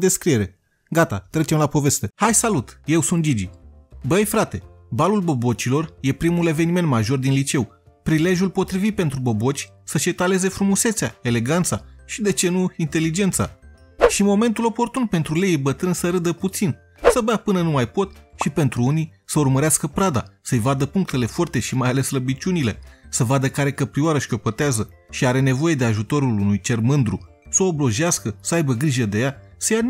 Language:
Romanian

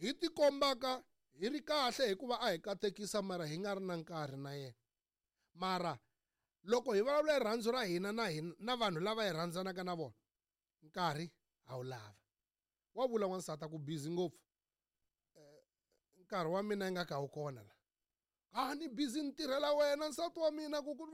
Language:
Tsonga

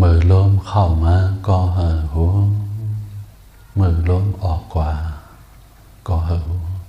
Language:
Shan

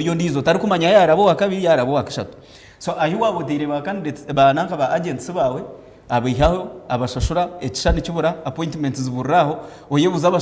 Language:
Nyankole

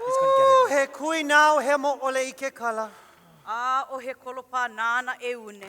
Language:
Hawaiian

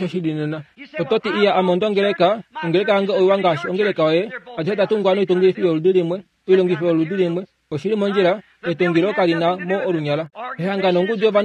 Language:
Kuanyama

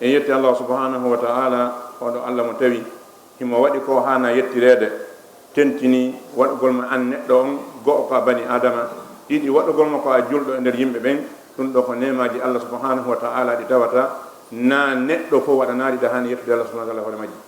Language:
Fula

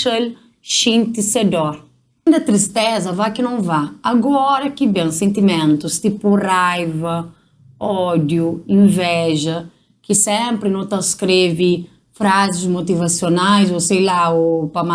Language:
Kabuverdianu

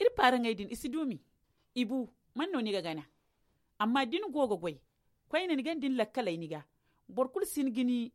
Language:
Zarma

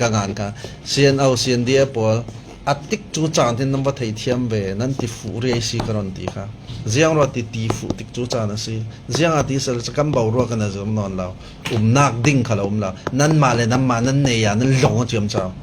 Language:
Falam Chin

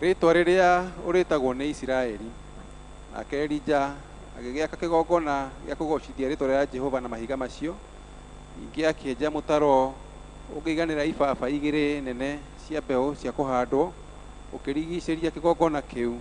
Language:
Kikuyu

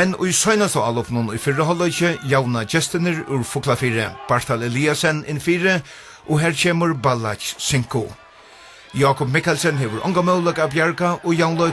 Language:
Faroese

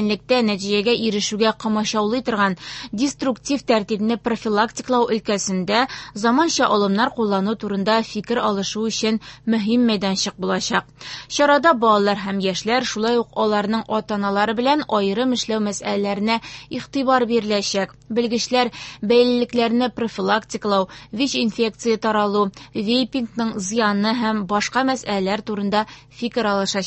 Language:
Tatar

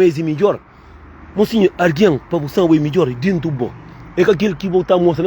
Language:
Kabuverdianu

